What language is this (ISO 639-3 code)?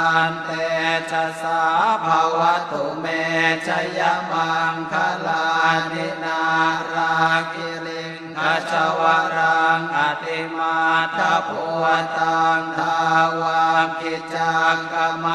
pli